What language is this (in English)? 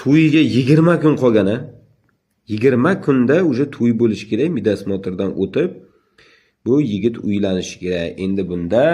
Uzbek